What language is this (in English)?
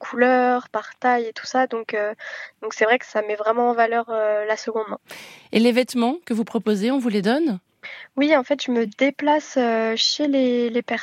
French